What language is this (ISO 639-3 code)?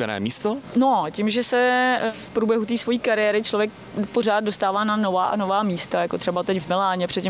ces